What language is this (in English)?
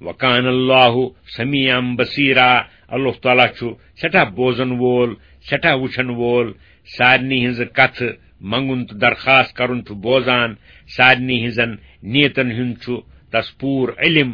Kashmiri